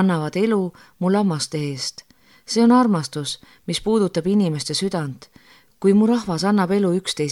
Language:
Estonian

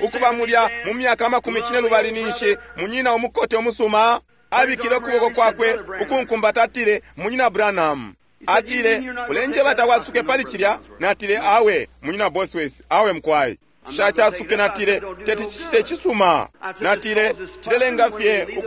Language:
Bemba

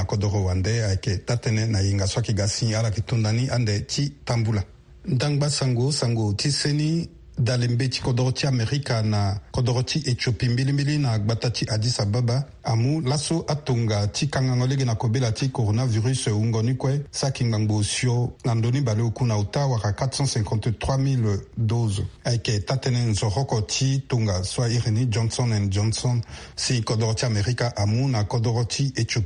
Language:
Sango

